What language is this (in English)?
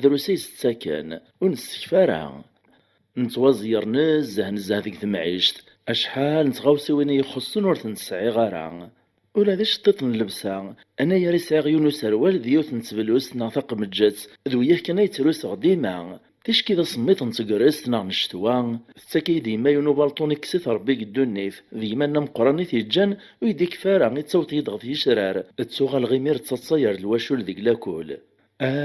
Kabyle